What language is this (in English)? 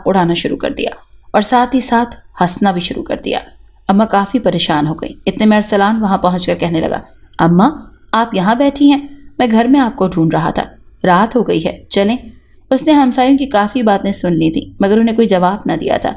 Urdu